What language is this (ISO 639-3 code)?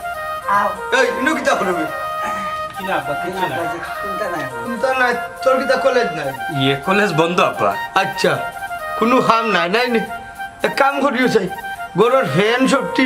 syl